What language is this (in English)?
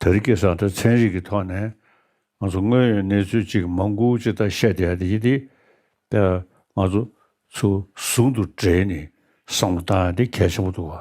Tibetan